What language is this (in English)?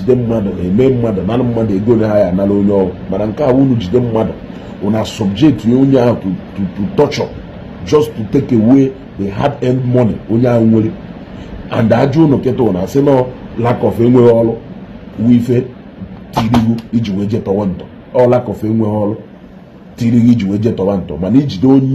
Igbo